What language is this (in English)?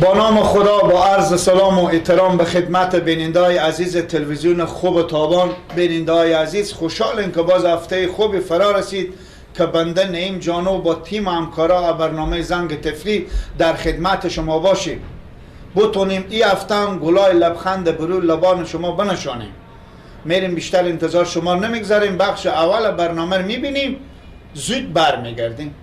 Persian